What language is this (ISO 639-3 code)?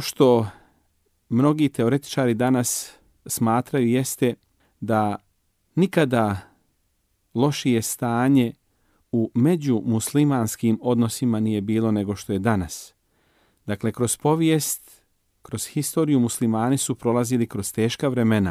bos